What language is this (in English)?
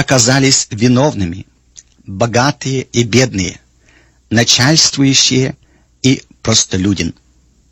Russian